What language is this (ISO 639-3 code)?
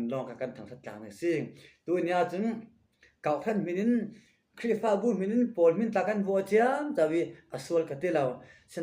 cfm